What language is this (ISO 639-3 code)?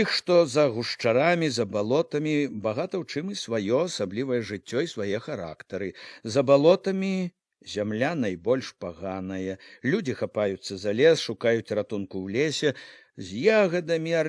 bel